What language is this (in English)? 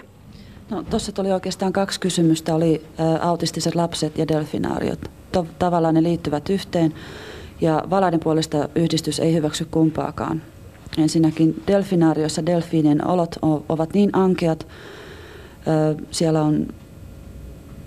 Finnish